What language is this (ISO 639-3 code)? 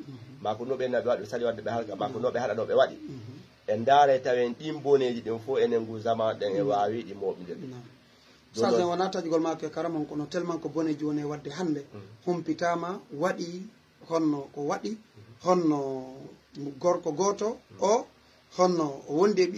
ful